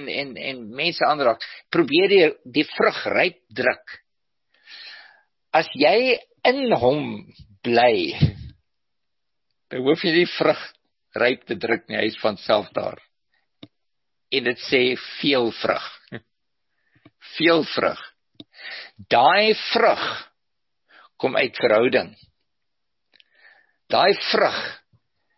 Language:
Afrikaans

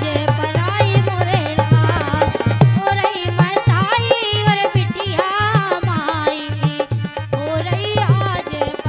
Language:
Bundeli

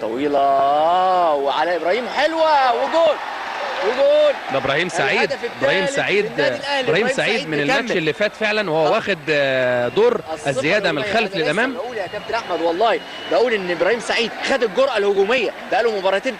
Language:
Egyptian Arabic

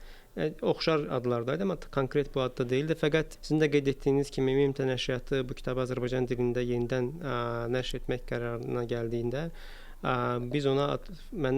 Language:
Azerbaijani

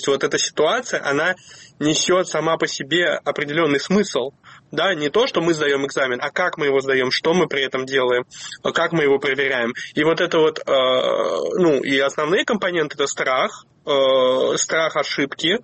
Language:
Russian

